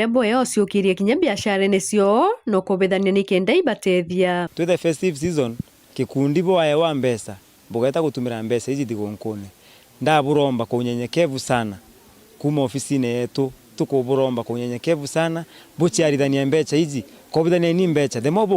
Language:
Meru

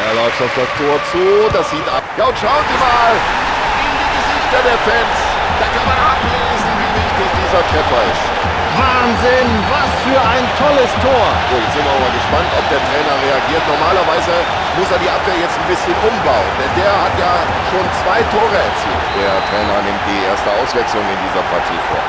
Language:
Bavarian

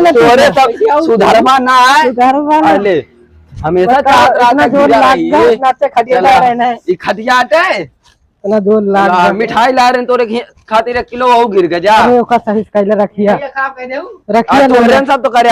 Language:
Awadhi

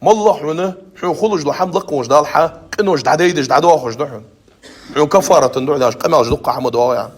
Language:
Ingush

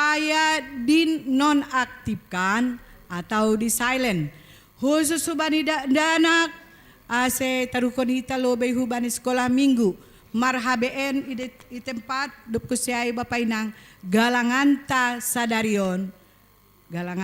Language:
Batak Simalungun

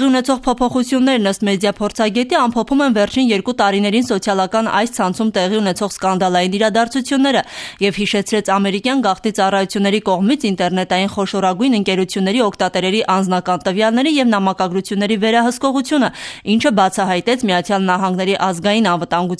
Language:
Armenian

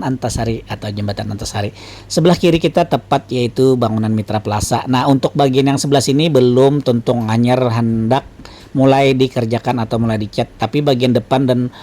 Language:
Banjar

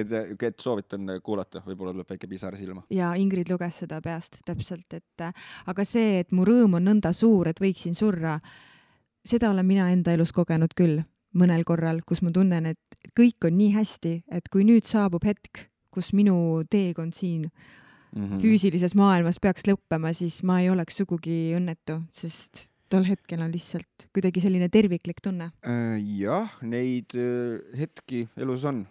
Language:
Estonian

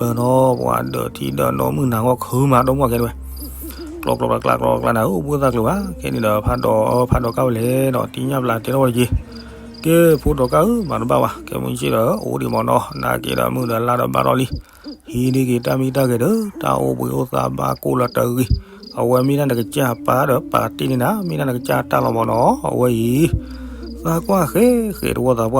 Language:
S'gaw Karen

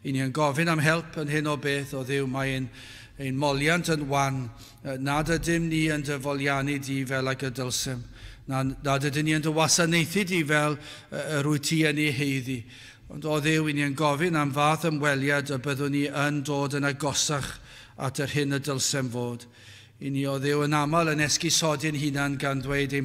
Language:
Welsh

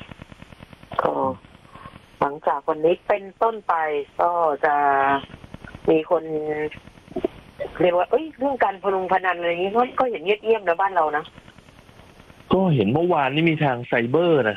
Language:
Thai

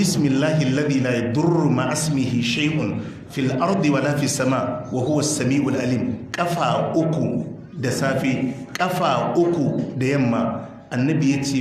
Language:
Hausa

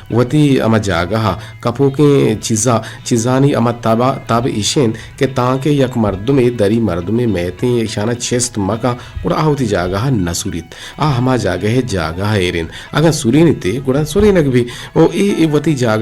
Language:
Eastern Balochi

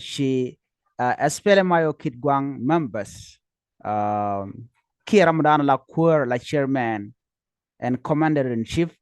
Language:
Nuer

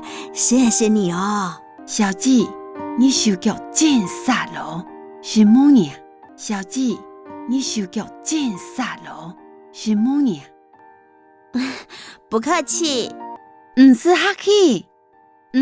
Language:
Hakka Chinese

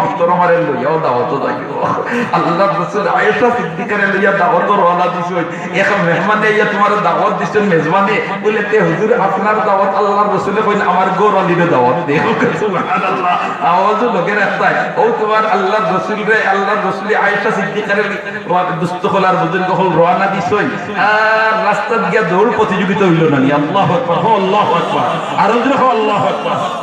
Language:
Sylheti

